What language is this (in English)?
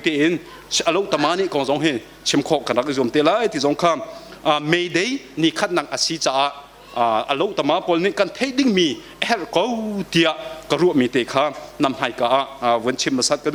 Hakha Chin